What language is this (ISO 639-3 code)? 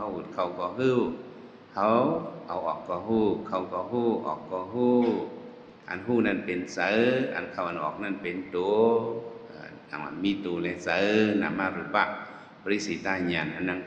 shn